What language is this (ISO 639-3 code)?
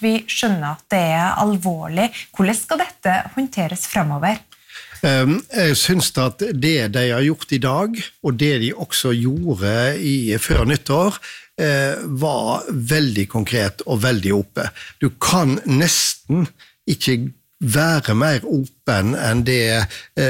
nor